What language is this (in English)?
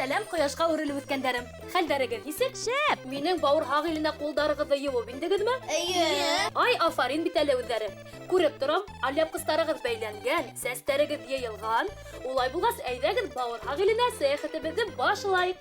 Bashkir